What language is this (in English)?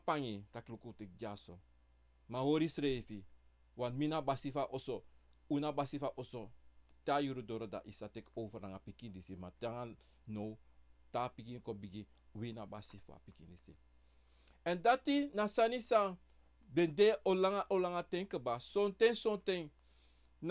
Sranan Tongo